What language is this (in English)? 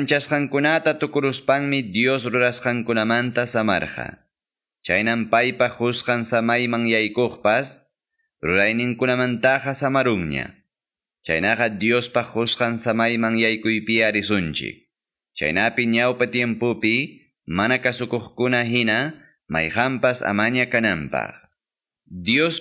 Quechua